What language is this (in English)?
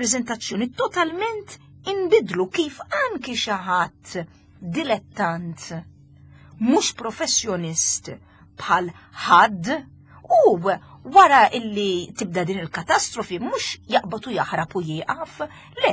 Maltese